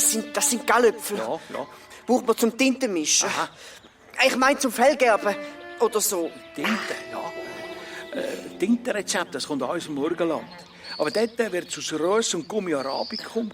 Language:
Swiss German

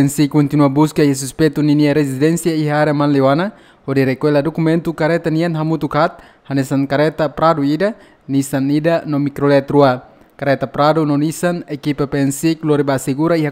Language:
Tetum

